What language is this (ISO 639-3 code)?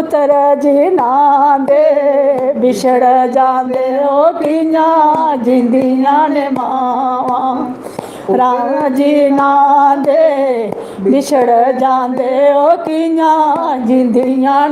doi